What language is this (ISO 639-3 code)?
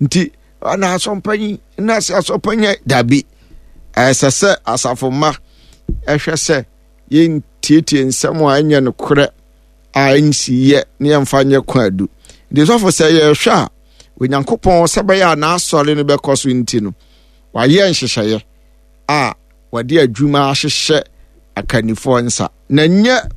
aka